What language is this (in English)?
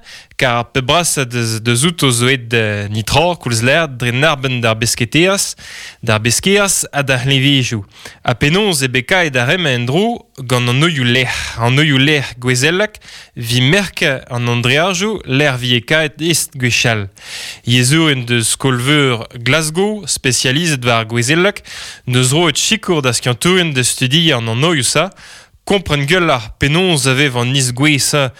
Breton